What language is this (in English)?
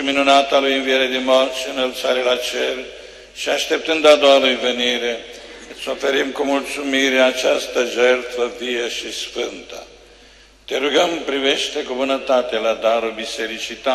Romanian